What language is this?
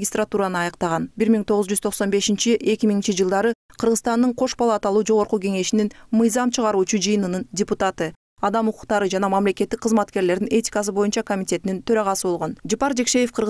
Kyrgyz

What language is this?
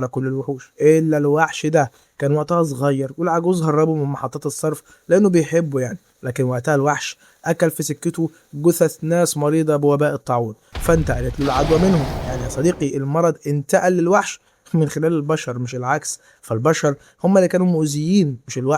Egyptian Arabic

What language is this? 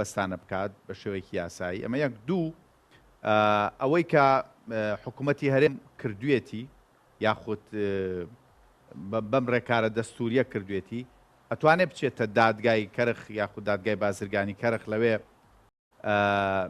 Central Kurdish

